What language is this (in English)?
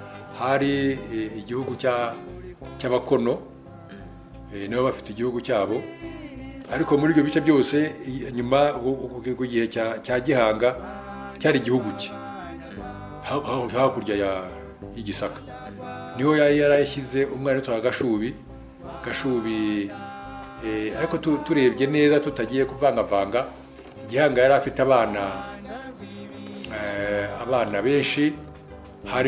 Kinyarwanda